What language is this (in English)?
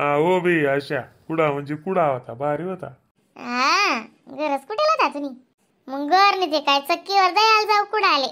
Khandesi